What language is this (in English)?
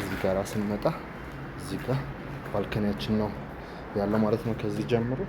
Amharic